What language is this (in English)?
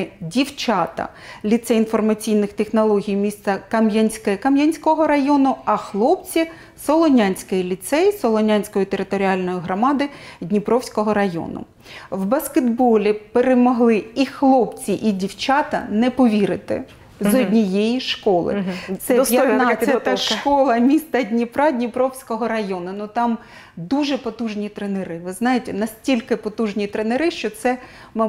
Ukrainian